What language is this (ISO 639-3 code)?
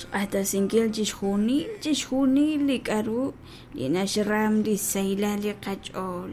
kek